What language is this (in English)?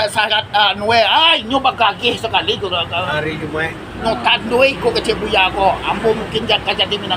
Minangkabau